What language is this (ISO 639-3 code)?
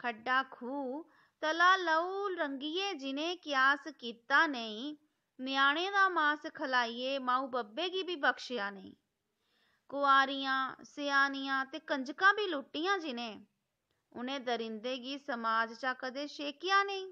doi